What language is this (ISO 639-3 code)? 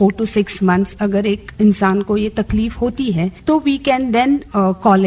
hin